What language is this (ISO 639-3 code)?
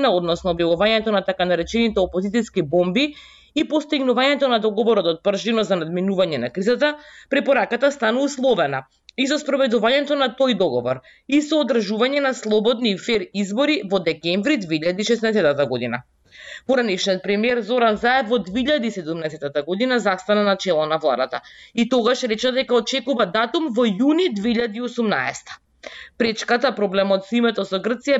mkd